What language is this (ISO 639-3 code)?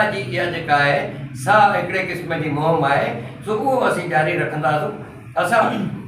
snd